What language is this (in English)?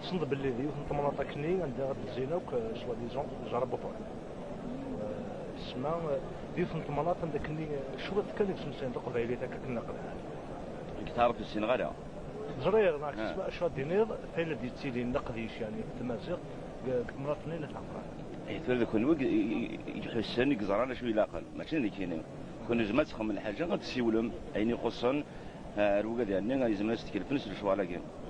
Kabyle